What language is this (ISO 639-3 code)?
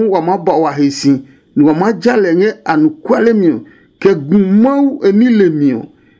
ada